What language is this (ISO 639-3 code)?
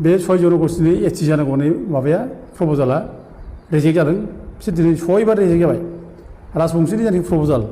brx